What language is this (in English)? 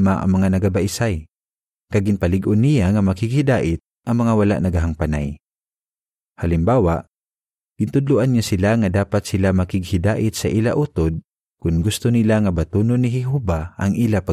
Hiligaynon